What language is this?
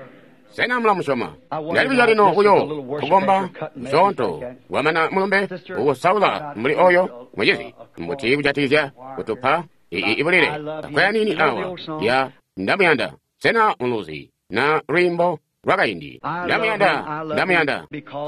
Tonga (Zambia)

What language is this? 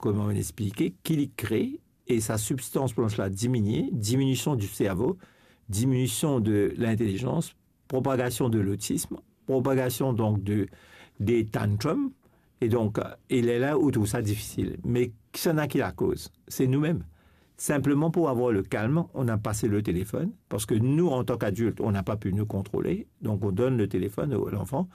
Morisyen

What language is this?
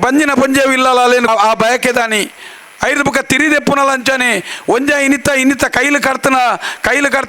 Tulu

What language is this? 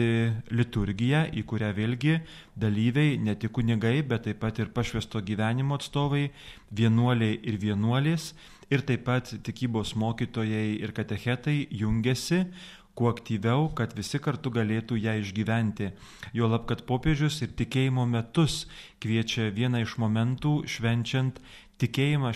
Lithuanian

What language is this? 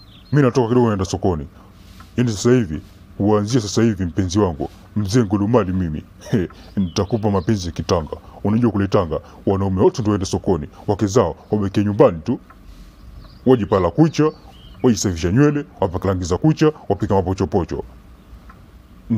Swahili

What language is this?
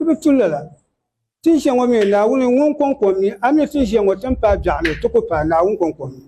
Dagbani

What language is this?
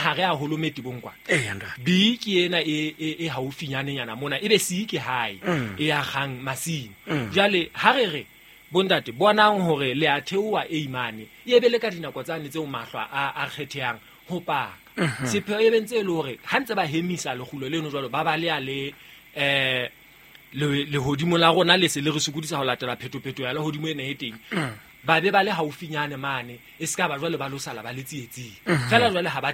Southern Sotho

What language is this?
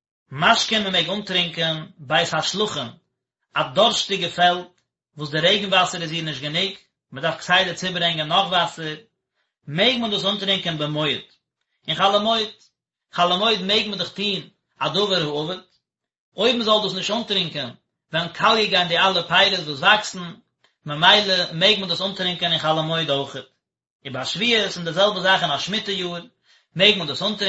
Yiddish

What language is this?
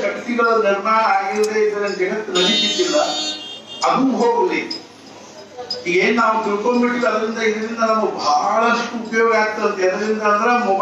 Kannada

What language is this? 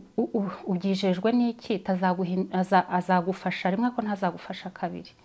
Kinyarwanda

